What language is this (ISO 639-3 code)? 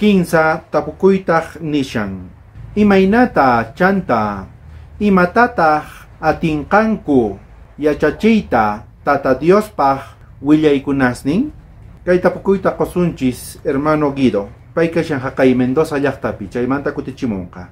quh